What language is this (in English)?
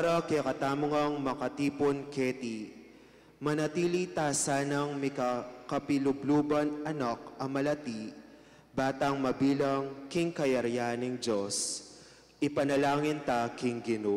Pampanga